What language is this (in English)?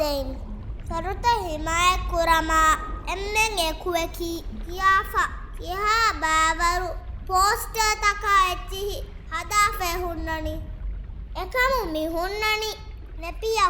Divehi